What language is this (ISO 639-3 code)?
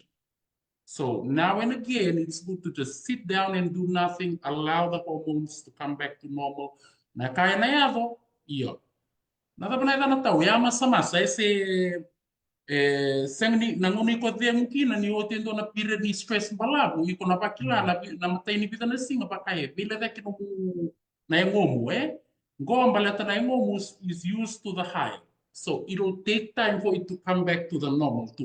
fij